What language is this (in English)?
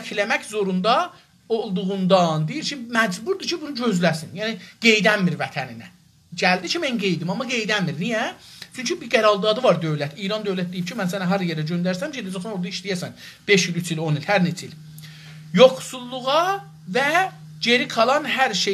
South Azerbaijani